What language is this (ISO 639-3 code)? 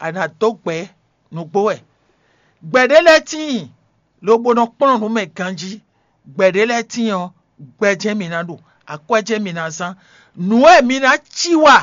fon